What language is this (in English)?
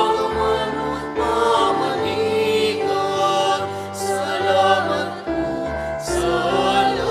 Pampanga